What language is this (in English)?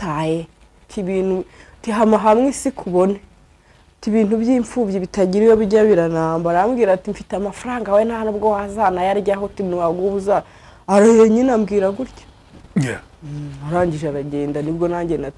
Kinyarwanda